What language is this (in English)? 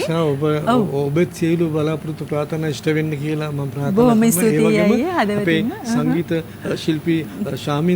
Sinhala